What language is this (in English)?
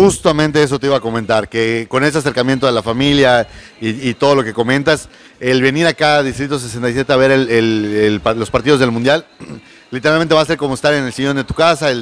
Spanish